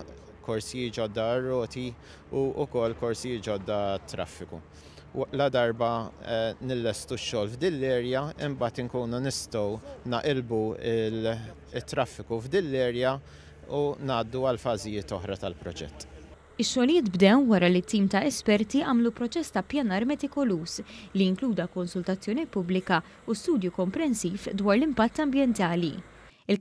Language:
Maltese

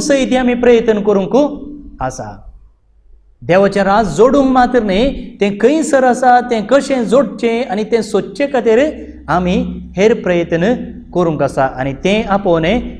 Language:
Konkani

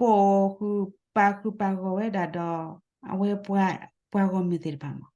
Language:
S'gaw Karen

